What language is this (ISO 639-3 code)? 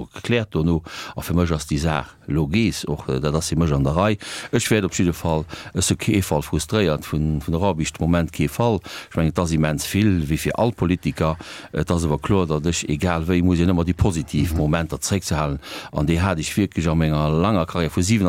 ltz